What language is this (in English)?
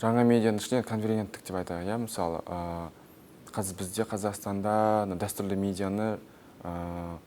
Kazakh